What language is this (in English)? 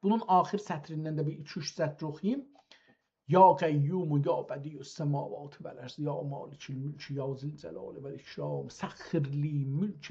South Azerbaijani